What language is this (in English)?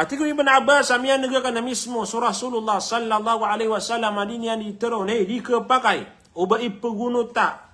Maranao